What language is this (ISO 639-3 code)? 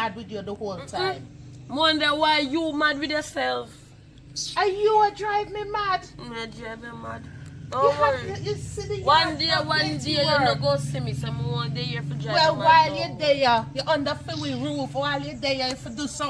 jam